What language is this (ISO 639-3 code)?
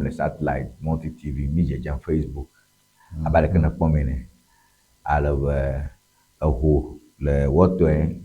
ewe